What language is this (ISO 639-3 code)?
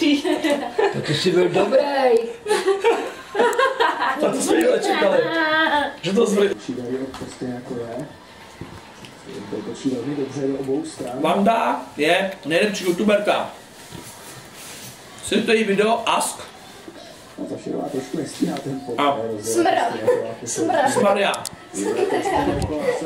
ces